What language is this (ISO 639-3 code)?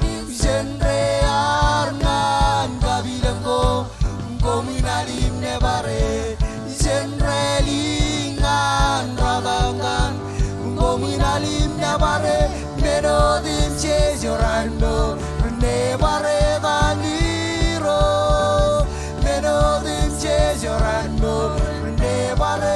mah